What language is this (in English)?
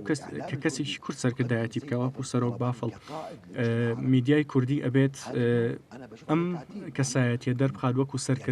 Central Kurdish